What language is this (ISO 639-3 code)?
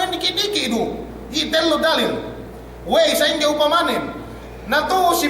yka